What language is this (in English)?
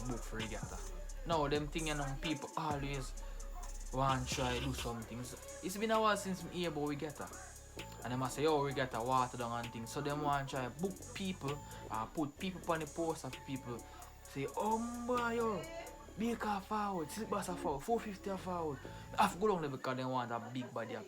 Jamaican Creole English